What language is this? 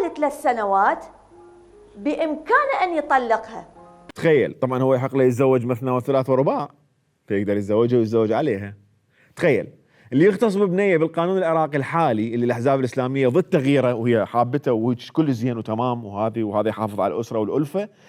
Mesopotamian Arabic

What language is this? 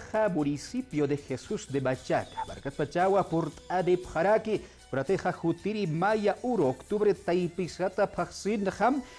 Aymara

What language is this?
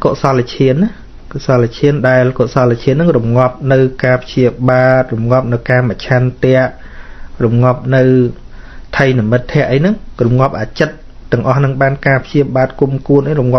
Khmer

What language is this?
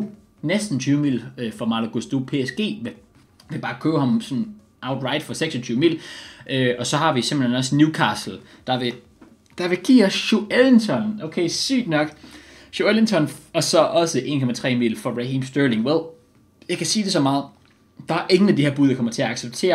Danish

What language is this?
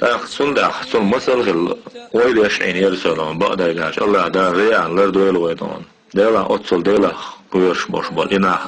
Chechen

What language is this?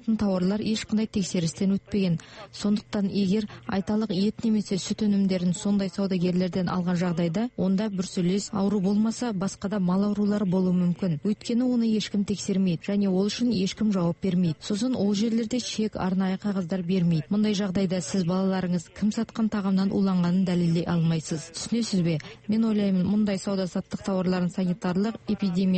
Kazakh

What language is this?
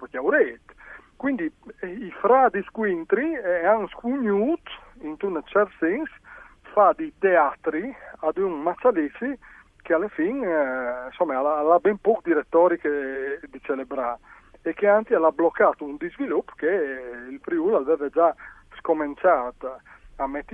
Friulian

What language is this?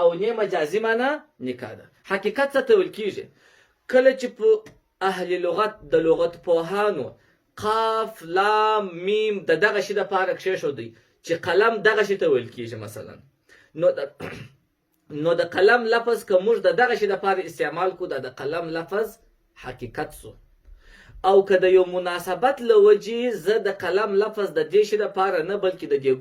Pashto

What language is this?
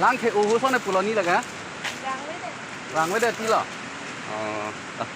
Karbi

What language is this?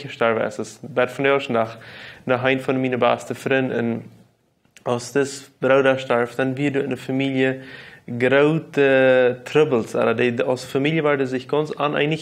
Plautdietsch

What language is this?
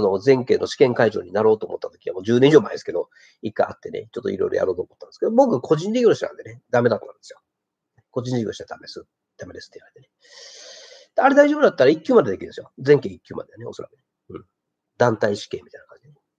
Japanese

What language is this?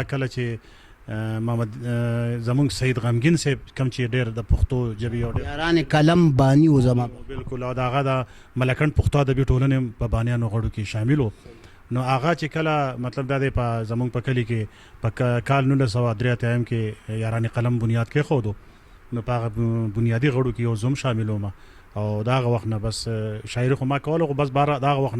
Pashto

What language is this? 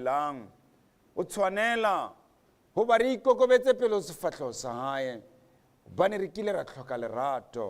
Southern Sotho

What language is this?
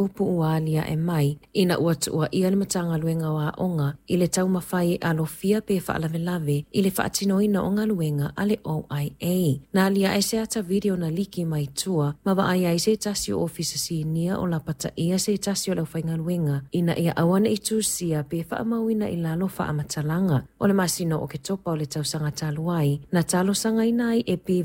Samoan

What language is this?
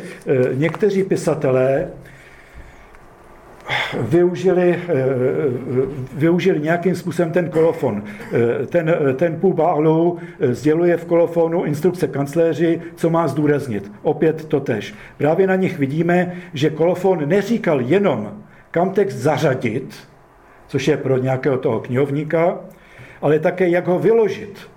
Czech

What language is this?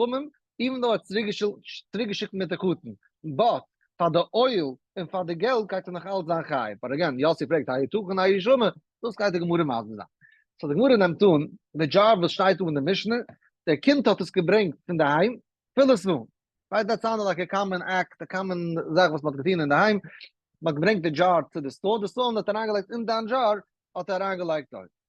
Yiddish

